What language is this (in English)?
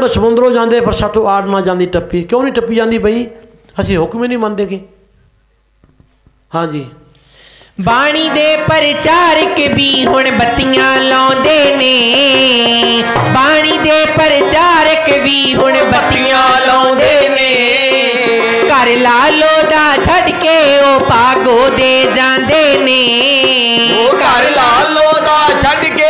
Punjabi